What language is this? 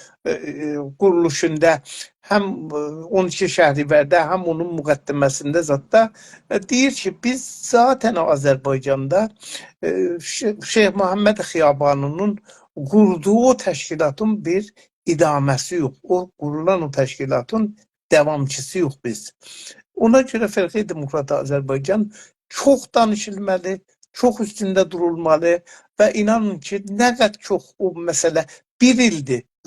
South Azerbaijani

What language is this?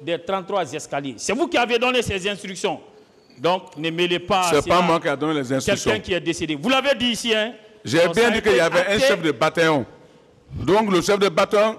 French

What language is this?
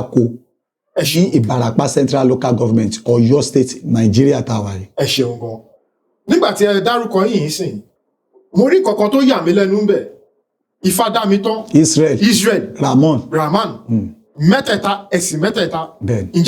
Yoruba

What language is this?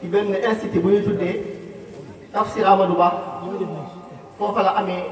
Wolof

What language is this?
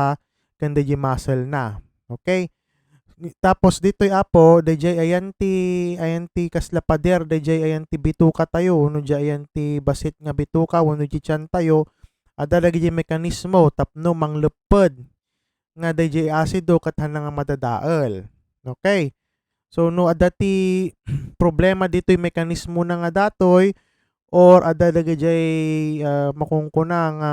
Iloko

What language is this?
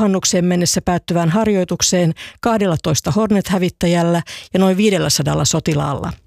Finnish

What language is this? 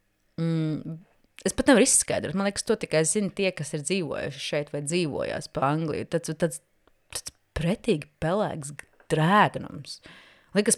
Latvian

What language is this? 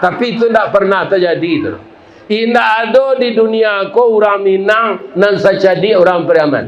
Minangkabau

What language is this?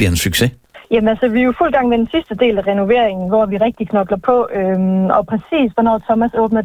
Danish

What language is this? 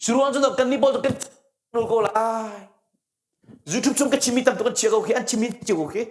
Hakha Chin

